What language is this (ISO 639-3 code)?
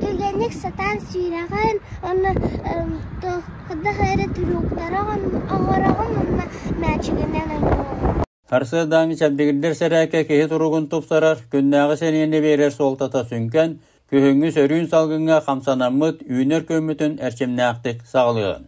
sah